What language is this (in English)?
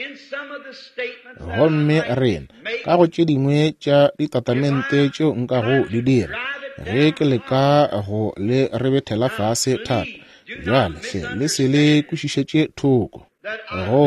Northern Sotho